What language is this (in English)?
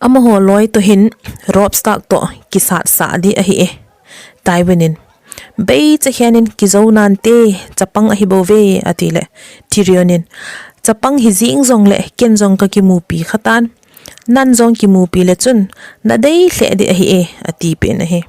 Thado Chin